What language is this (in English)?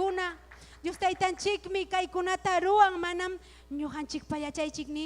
Ayacucho Quechua